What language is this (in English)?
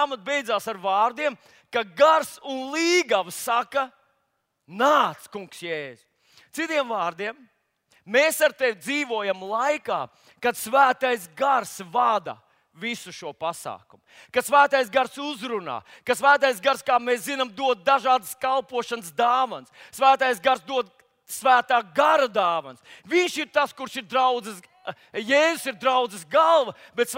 Latvian